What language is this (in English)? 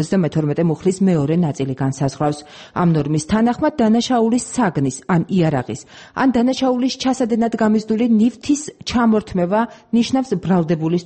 Georgian